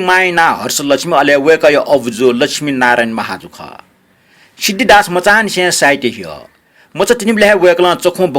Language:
Newari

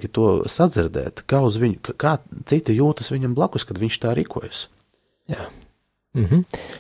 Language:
Latvian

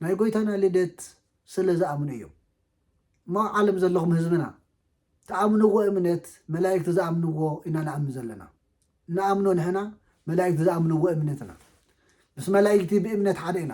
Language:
Tigrinya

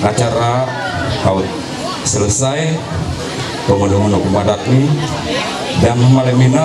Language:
Ma'anyan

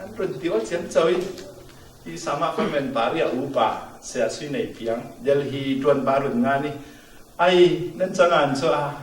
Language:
Falam Chin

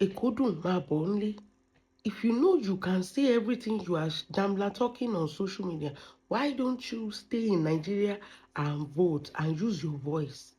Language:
Yoruba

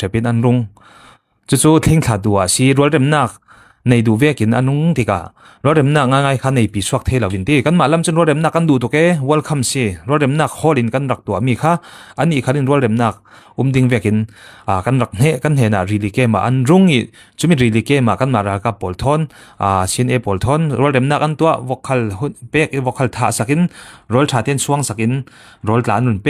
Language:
Falam Chin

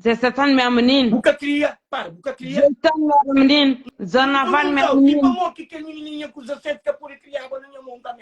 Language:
Kabuverdianu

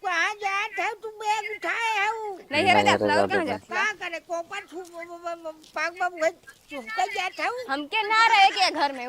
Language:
Awadhi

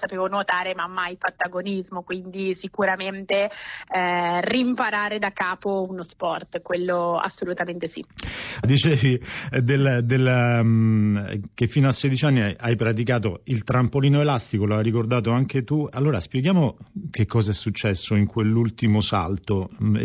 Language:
Italian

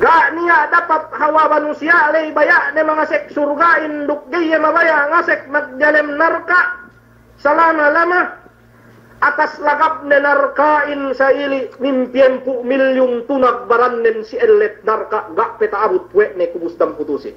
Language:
Yakan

